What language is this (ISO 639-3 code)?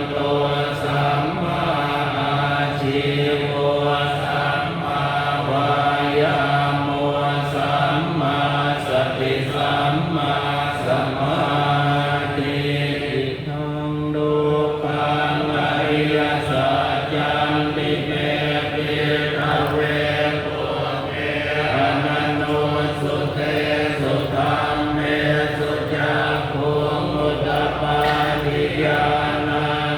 pli